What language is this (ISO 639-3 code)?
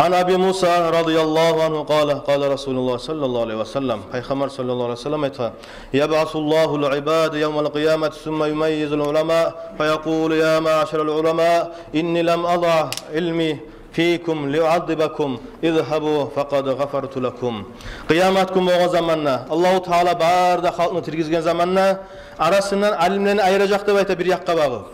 kum